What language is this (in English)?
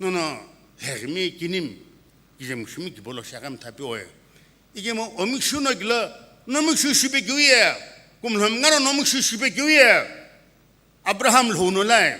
Sumi Naga